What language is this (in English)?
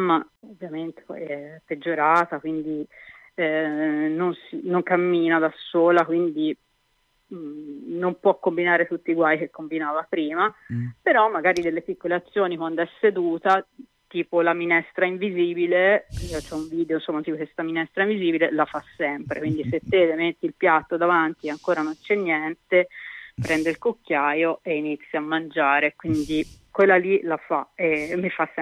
Italian